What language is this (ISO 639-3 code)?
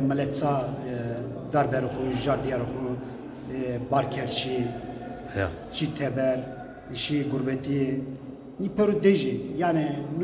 zza